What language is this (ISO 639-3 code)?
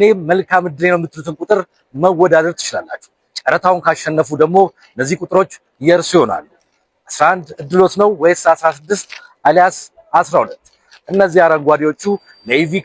amh